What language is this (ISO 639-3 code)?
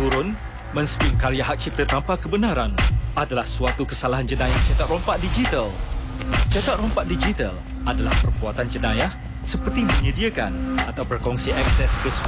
msa